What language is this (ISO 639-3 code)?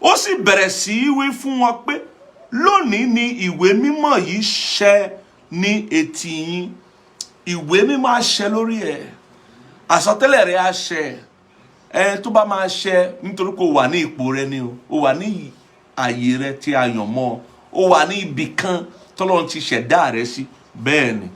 yor